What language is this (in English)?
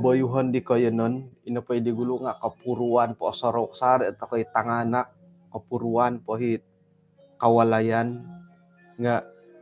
Central Dusun